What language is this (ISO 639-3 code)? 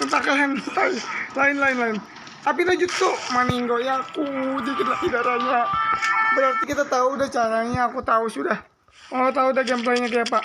bjn